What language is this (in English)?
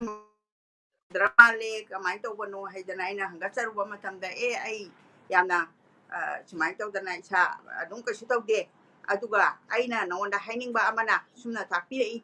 Manipuri